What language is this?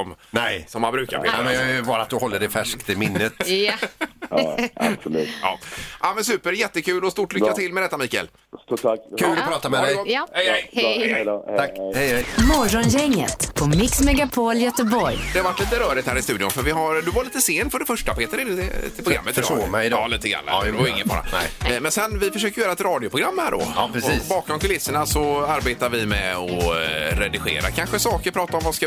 Swedish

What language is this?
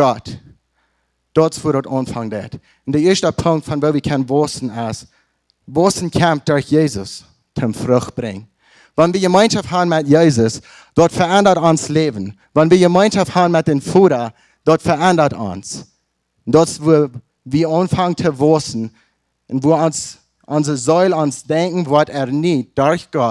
Plautdietsch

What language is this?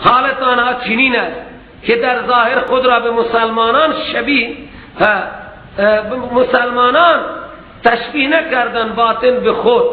Persian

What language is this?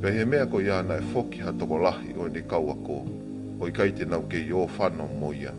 Tongan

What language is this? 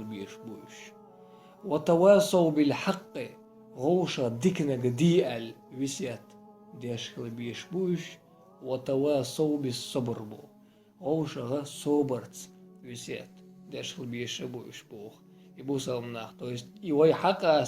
Chechen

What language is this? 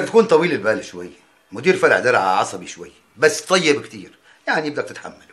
North Levantine Arabic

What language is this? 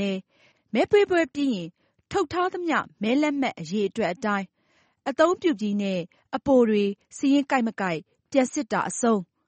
Burmese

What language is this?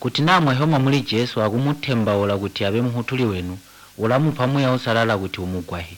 Tonga (Zambia)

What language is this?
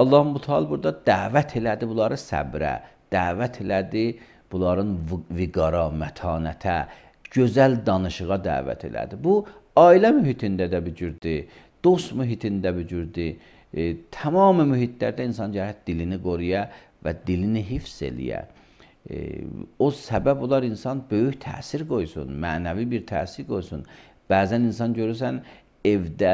Azerbaijani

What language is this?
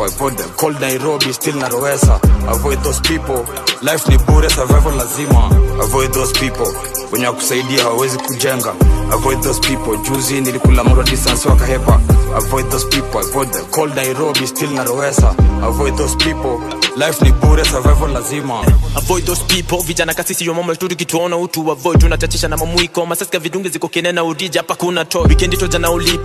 Swahili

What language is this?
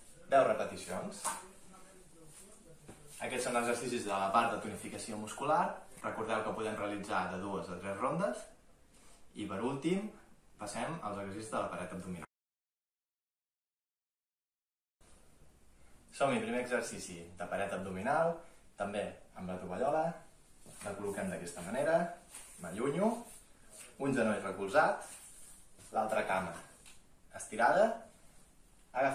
Catalan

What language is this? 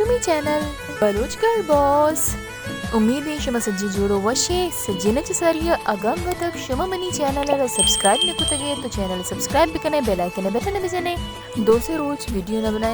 Baluchi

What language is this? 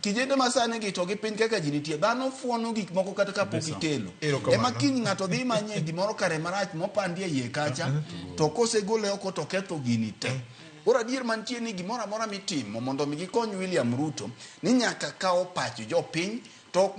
Luo (Kenya and Tanzania)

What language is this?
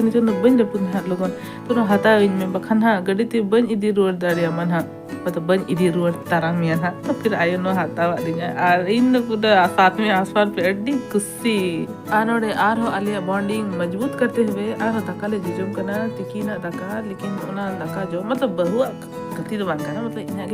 Santali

